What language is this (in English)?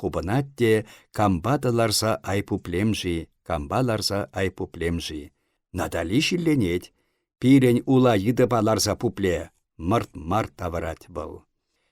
Chuvash